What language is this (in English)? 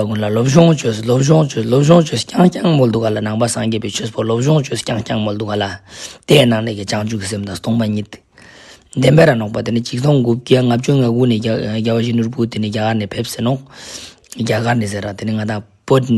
Ladakhi